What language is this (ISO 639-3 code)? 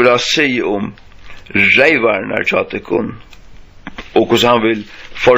fao